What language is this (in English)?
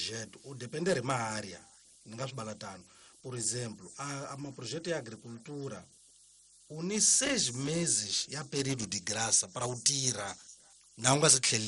Tsonga